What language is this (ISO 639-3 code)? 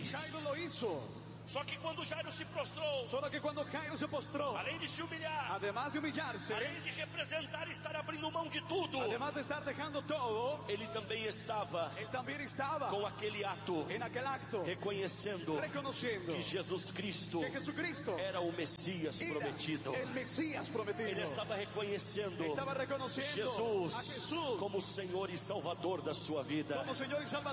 por